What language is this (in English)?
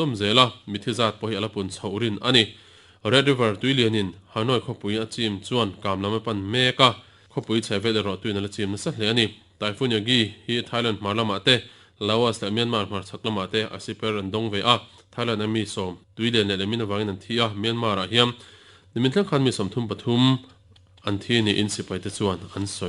Mizo